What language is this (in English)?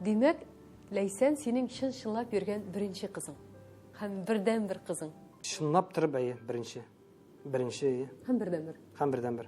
Tatar